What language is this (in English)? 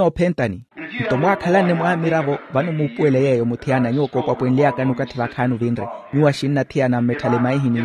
Makhuwa